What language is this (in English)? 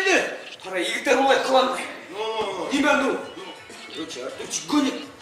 Bashkir